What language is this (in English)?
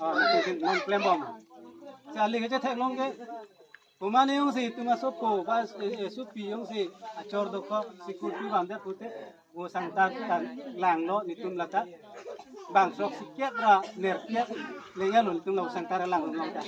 Karbi